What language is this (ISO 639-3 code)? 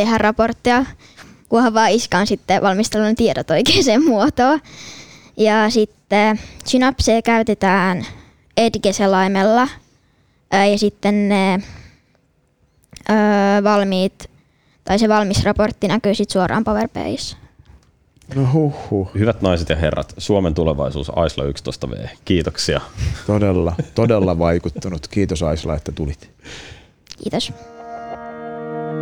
fin